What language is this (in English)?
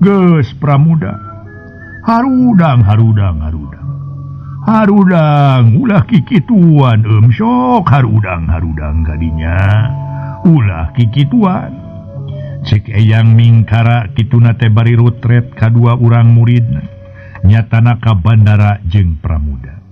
Sundanese